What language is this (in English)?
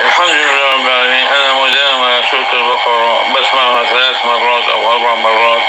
North Levantine Arabic